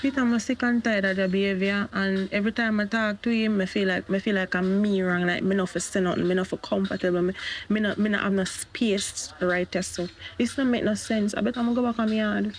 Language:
Jamaican Creole English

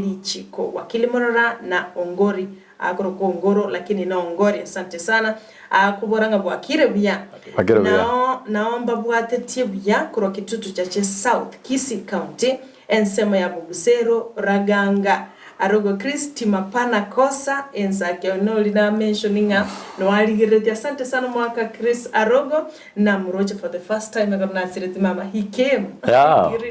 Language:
Gusii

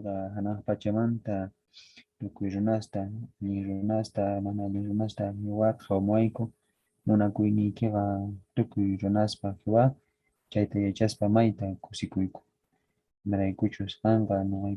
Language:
Quechua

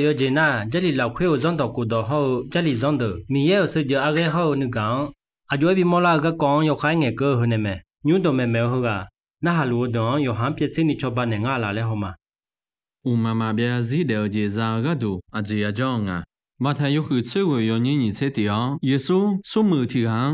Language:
Akha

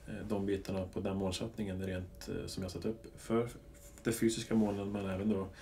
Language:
Swedish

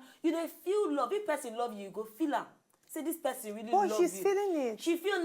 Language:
Nigerian Pidgin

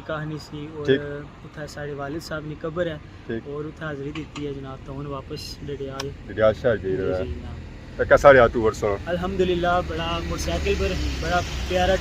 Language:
Pahari-Potwari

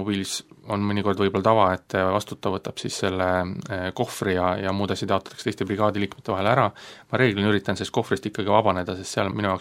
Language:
Estonian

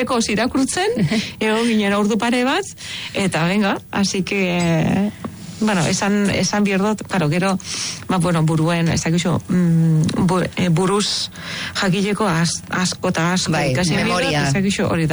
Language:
Basque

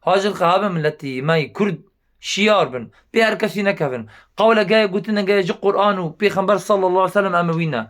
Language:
Kurdish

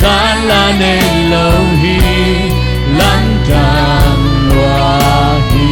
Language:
Tedim Chin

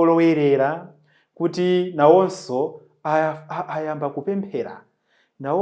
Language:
Nyanja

